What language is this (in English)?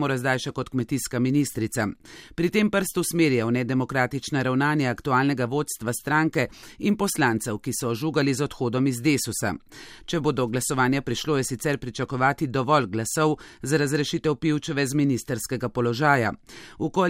Slovenian